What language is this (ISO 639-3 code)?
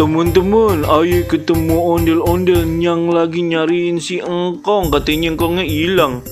bew